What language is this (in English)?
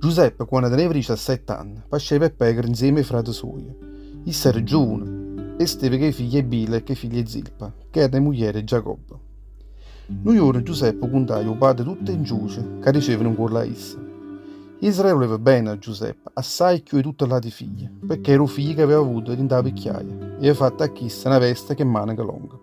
Neapolitan